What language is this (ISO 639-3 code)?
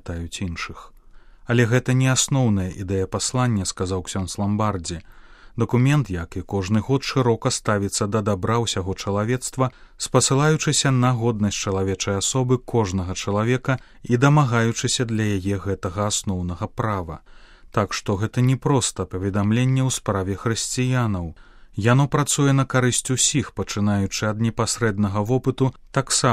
bel